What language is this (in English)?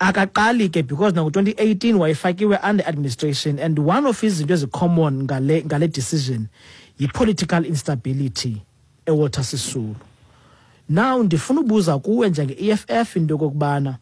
Xhosa